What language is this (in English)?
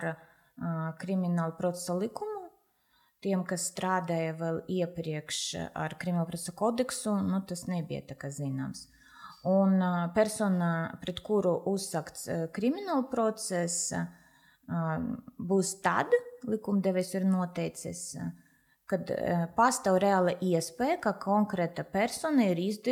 Latvian